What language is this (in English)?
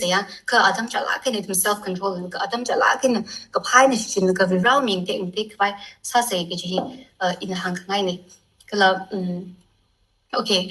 Tangkhul Naga (India)